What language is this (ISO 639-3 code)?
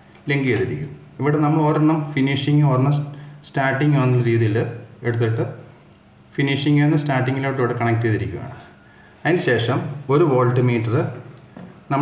mal